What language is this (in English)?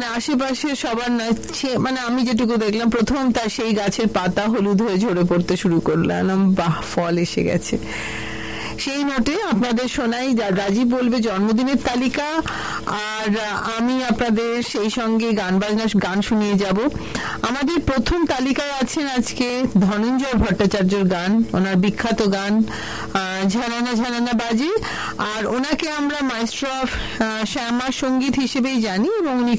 Bangla